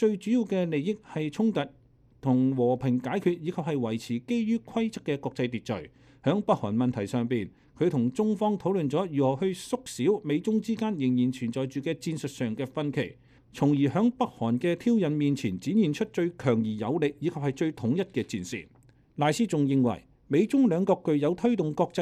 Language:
Cantonese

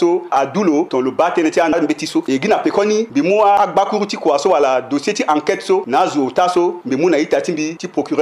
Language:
Sango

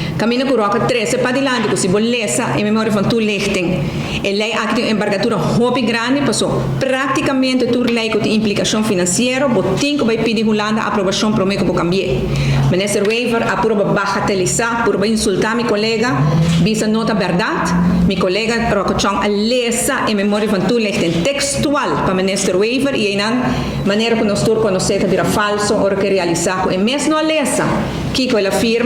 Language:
Papiamento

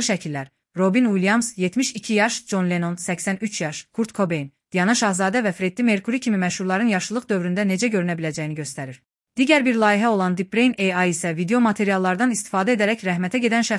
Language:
Azerbaijani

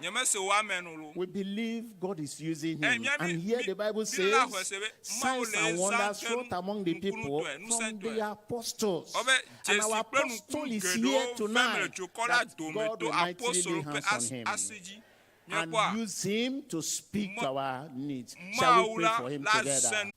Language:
Ewe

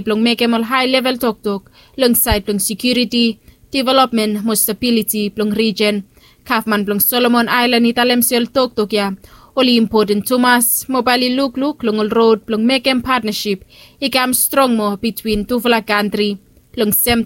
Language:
Bislama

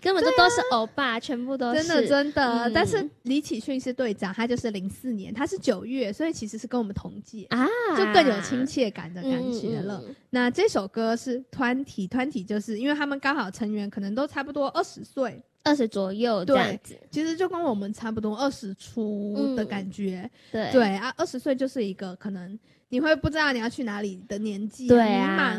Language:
Chinese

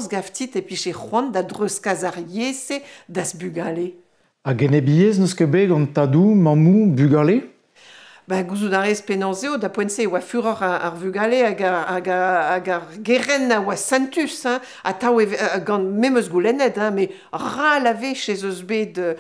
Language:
Breton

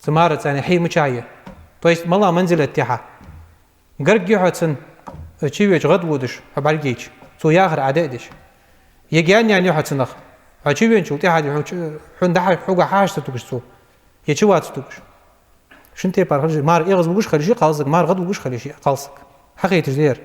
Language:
Ingush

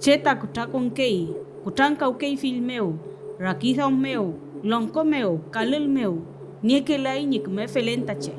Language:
Mapuche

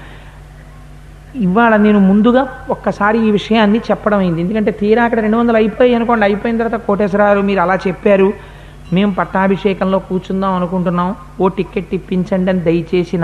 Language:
Telugu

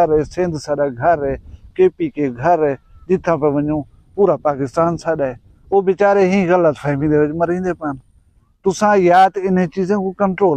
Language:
Saraiki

